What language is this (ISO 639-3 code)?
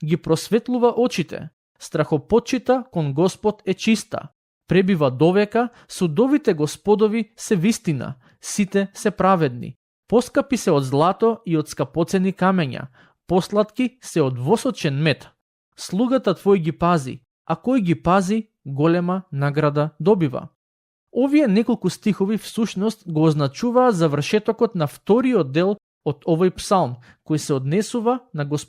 mkd